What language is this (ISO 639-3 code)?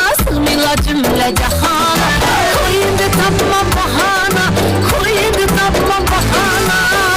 kaa